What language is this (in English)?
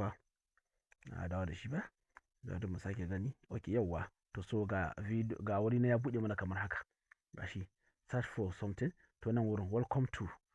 Hausa